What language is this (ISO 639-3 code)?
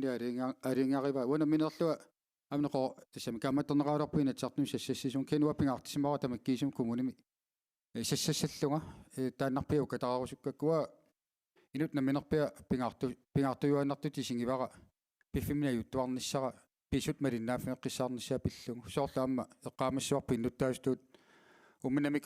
kal